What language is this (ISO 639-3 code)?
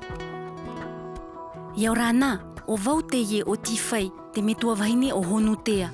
tah